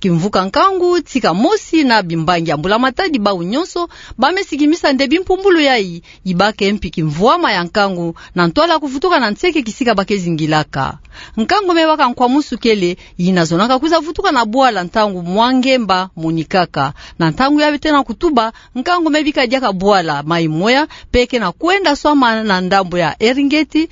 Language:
Kituba (Democratic Republic of Congo)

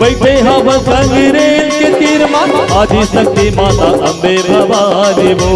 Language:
Chhattisgarhi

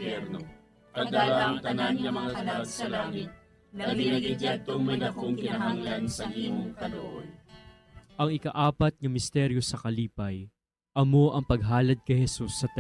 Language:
Hiligaynon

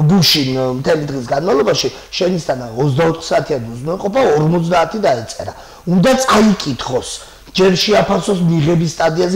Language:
Georgian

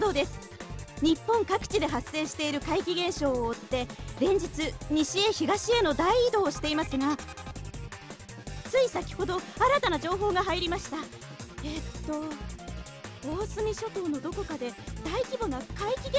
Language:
Japanese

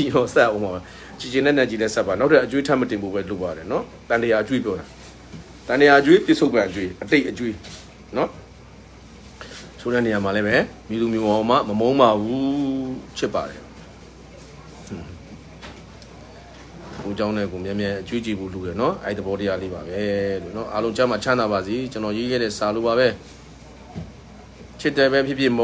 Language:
Burmese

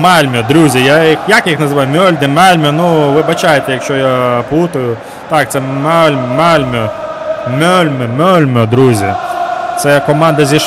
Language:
Ukrainian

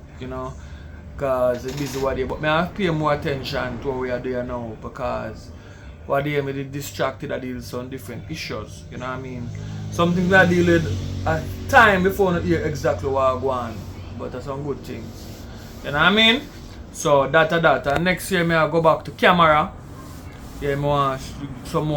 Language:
Jamaican Creole English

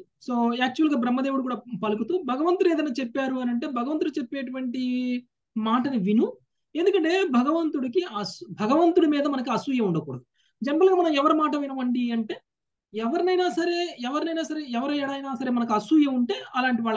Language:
Telugu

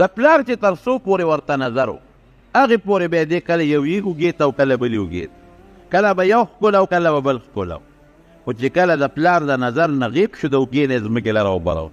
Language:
Pashto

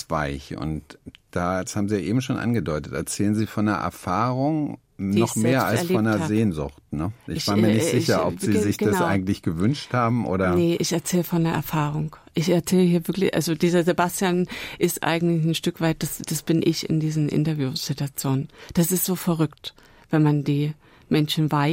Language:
German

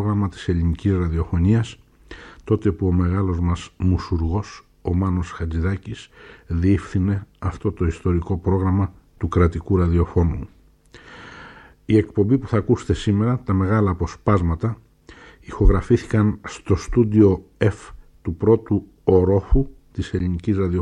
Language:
Greek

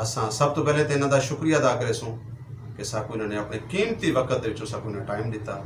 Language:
Saraiki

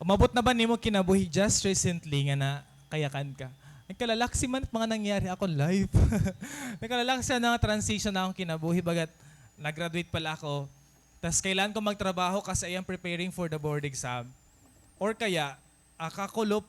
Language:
Waray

